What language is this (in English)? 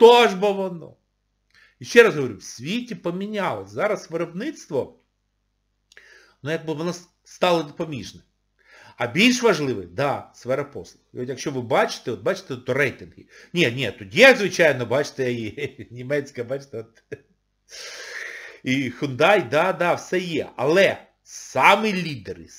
Ukrainian